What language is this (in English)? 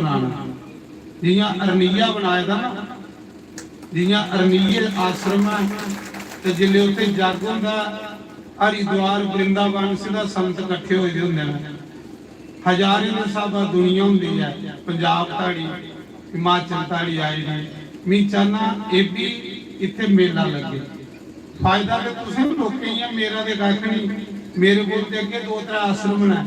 Dogri